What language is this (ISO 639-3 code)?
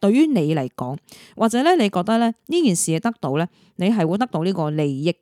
yue